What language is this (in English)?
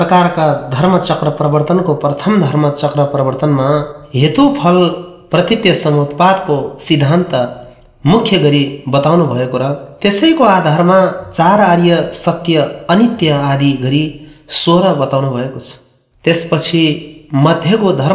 Nepali